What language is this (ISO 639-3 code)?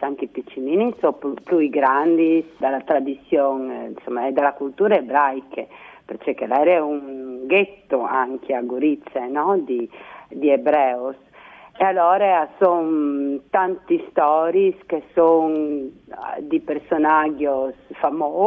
fur